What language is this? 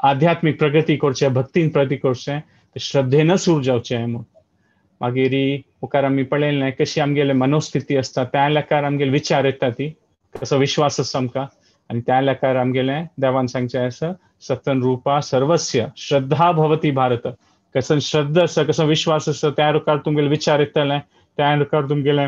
Konkani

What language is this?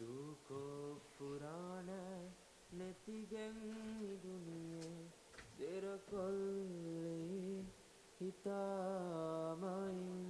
Divehi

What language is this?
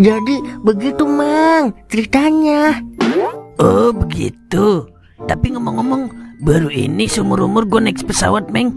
Betawi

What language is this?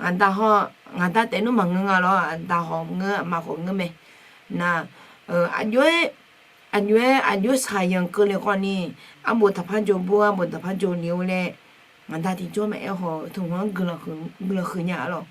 Akha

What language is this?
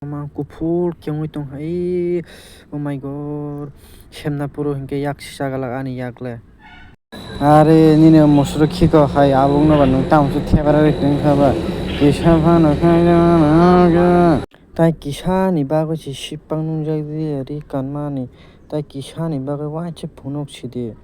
Kok Borok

